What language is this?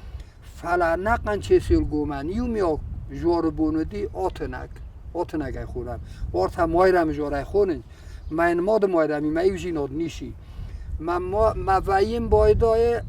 Ossetic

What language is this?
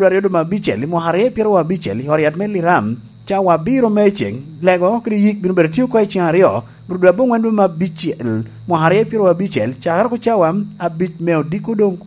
Lango (Uganda)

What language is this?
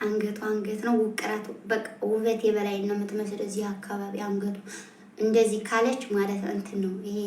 Amharic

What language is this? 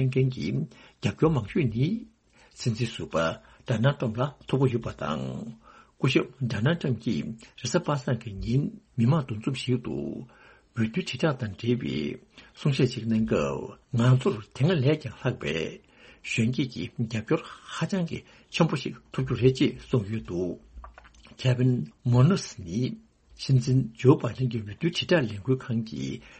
Tibetan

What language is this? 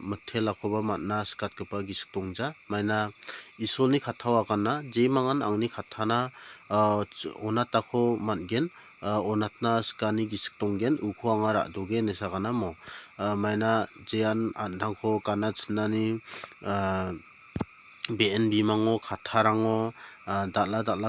Garo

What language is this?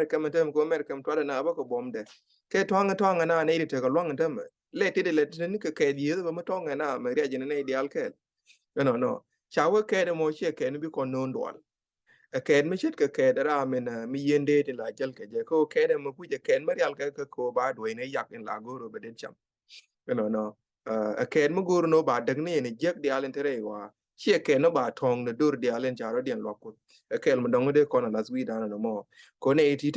Nuer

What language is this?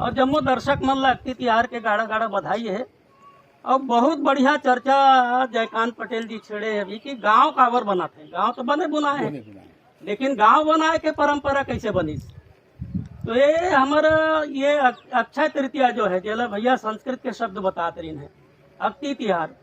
Chhattisgarhi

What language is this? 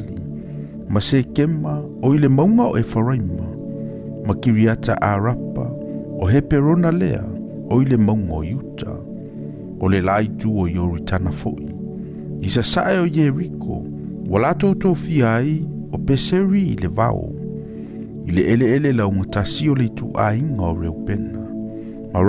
Samoan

